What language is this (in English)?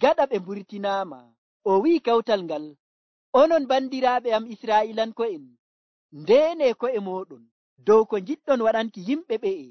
Nigerian Fulfulde